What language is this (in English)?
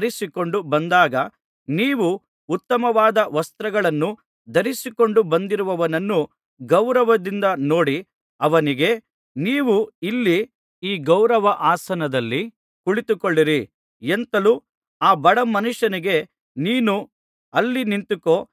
Kannada